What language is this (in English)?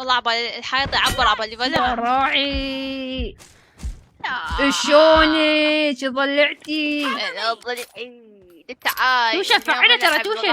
Mesopotamian Arabic